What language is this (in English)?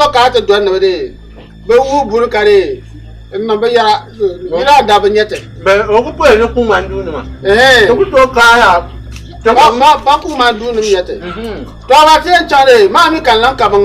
Dagbani